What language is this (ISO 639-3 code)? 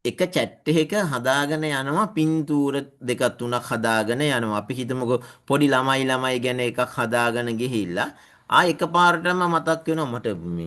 sin